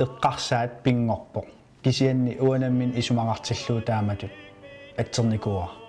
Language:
Kalaallisut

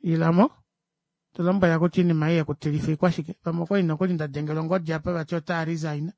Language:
Kuanyama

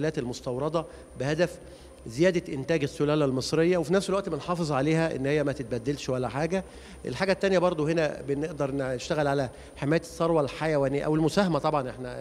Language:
Egyptian Arabic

